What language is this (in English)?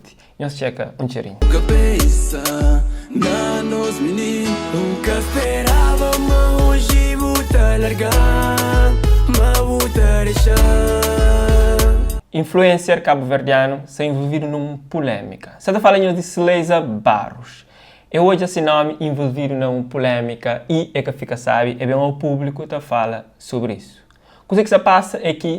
Kabuverdianu